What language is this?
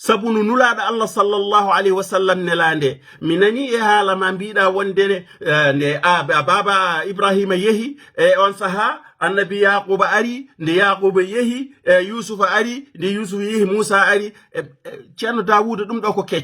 Fula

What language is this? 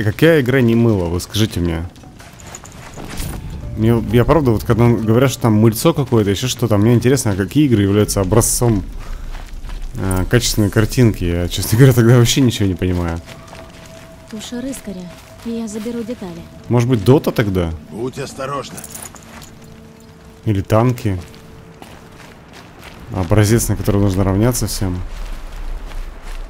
Russian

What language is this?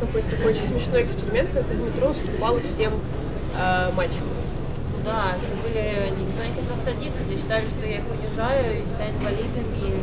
Russian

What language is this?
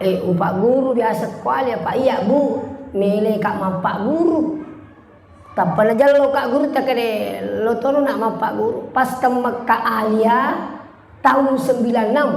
Buginese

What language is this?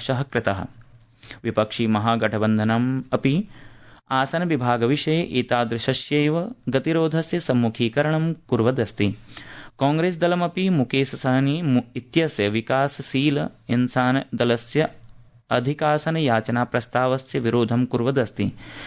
Sanskrit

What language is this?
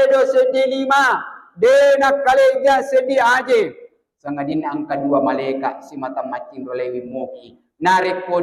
Buginese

